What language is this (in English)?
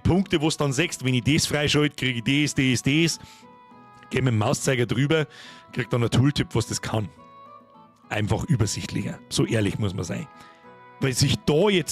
Bavarian